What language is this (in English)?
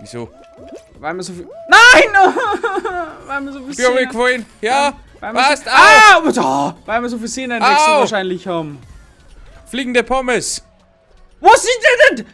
Bavarian